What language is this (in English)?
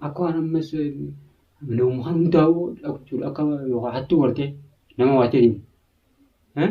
Oromo